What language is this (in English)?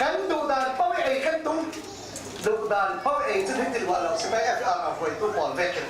Falam Chin